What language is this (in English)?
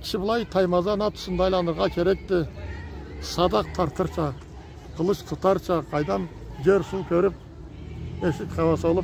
Karachay-Balkar